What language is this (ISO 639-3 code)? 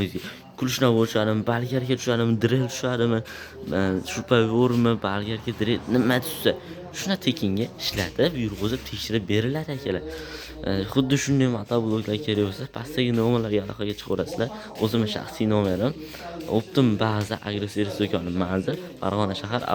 uzb